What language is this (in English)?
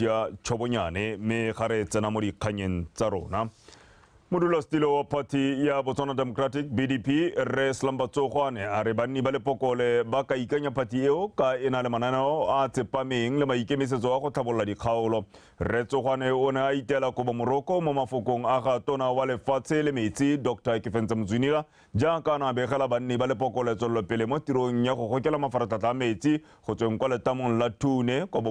Tswana